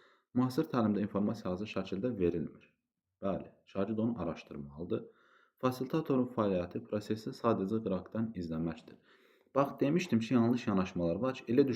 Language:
Azerbaijani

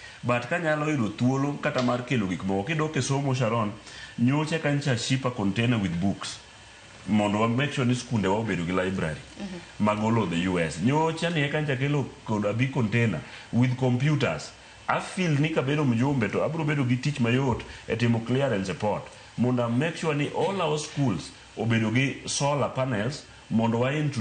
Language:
Luo (Kenya and Tanzania)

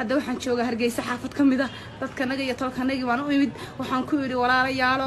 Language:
Somali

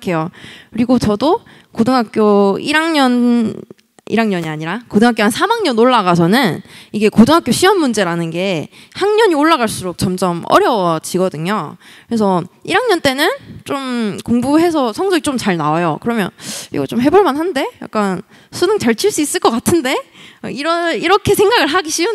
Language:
Korean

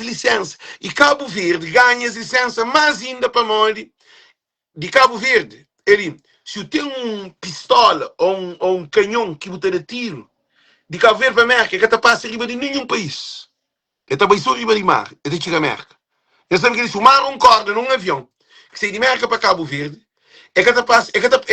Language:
Kabuverdianu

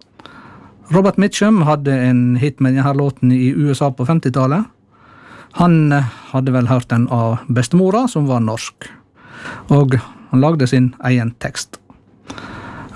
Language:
Norwegian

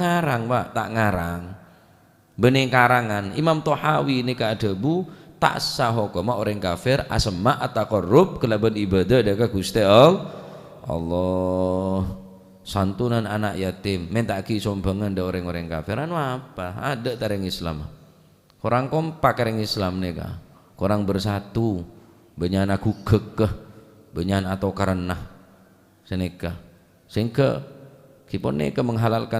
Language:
Madurese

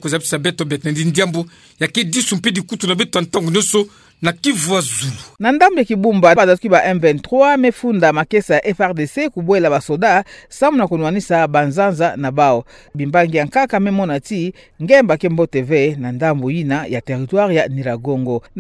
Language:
Kituba (Democratic Republic of Congo)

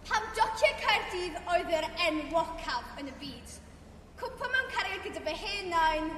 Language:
Welsh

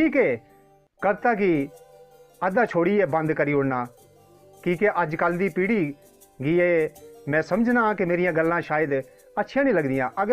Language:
Dogri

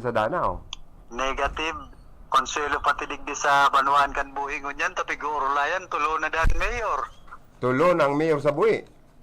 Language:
Bikol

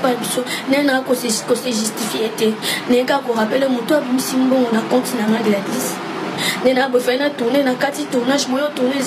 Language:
Lingala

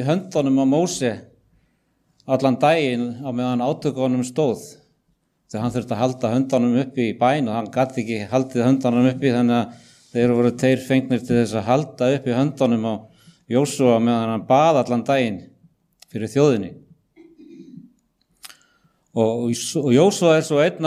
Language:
Icelandic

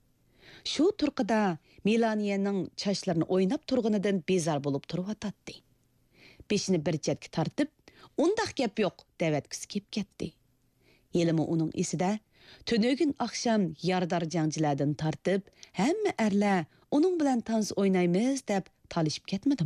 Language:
Uyghur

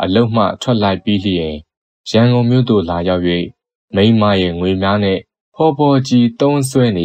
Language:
Burmese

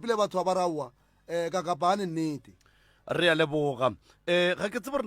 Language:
Northern Sotho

